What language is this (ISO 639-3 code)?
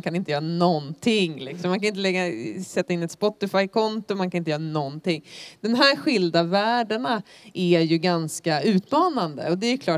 swe